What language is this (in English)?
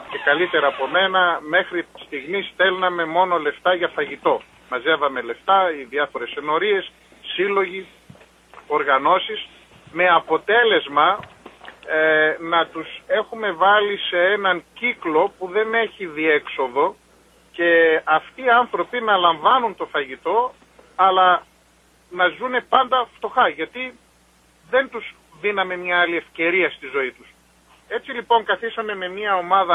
Greek